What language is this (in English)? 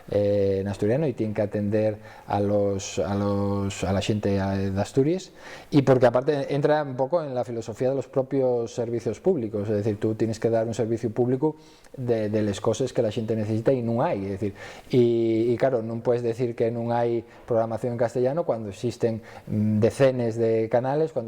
Asturian